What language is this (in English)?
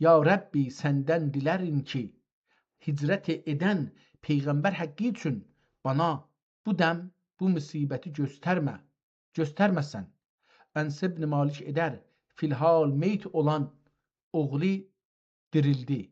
South Azerbaijani